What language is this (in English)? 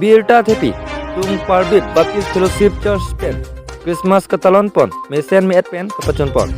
Karbi